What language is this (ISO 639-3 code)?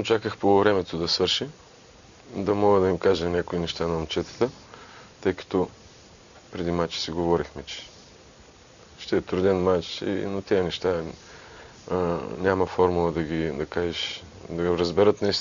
bul